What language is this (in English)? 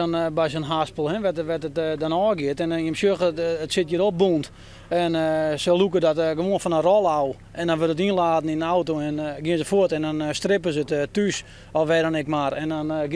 Western Frisian